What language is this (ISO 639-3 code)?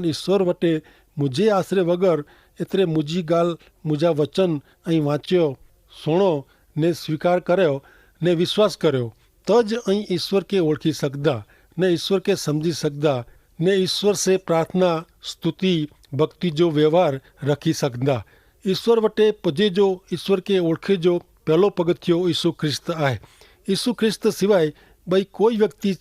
kfr